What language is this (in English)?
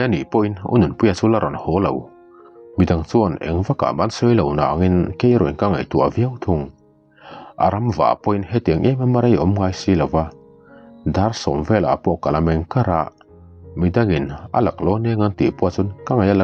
Mizo